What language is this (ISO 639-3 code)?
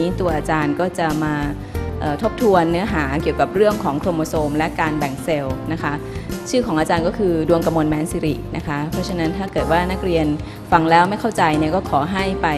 tha